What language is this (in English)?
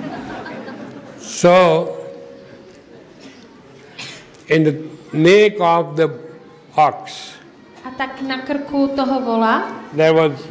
Czech